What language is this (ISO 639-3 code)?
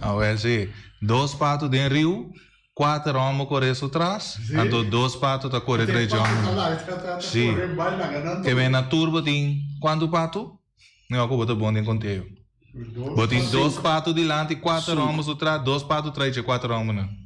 pap